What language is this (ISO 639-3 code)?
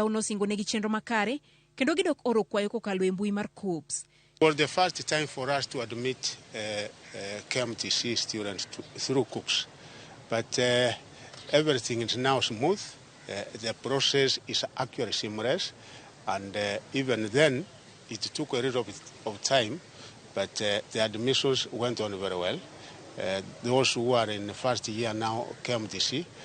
luo